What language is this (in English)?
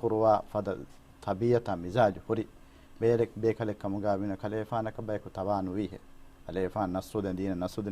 Divehi